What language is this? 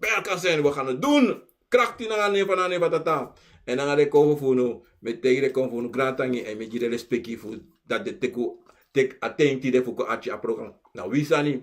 Sranan Tongo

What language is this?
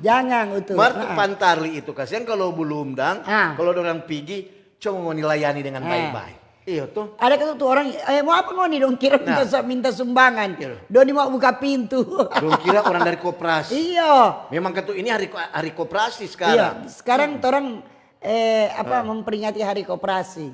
Manado Malay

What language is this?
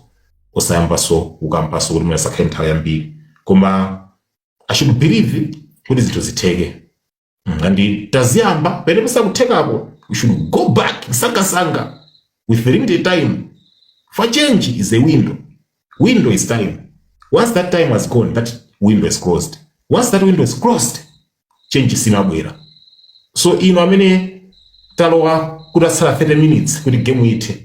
Nyanja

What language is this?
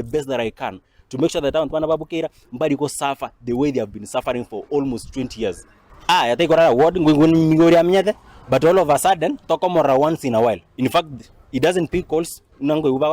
Gusii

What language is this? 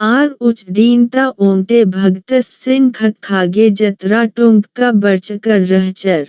Kurukh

